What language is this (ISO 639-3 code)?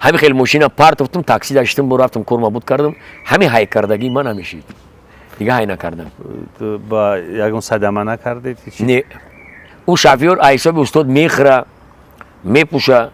tgk